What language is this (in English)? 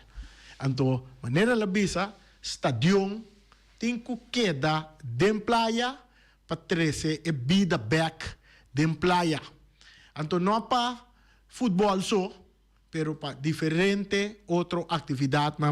Papiamento